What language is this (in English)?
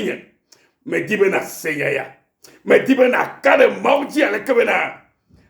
Ewe